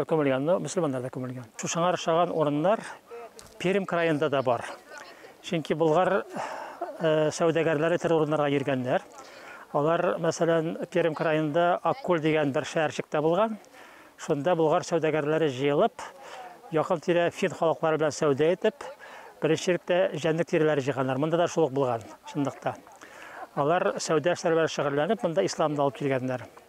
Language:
Tatar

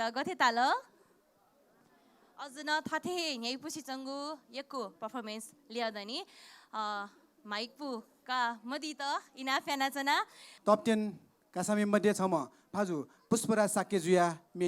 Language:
Newari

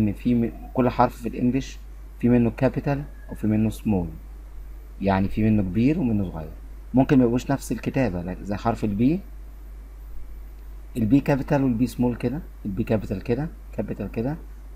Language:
Egyptian Arabic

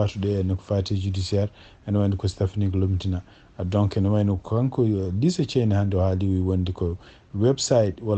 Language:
Fula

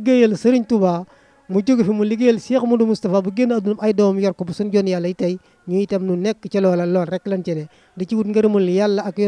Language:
Wolof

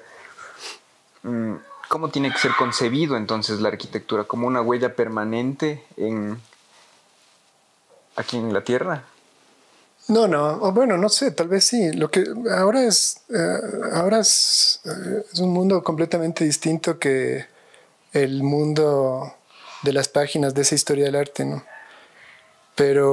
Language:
Spanish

